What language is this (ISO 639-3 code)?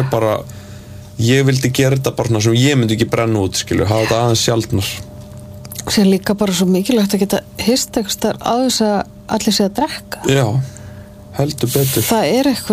isl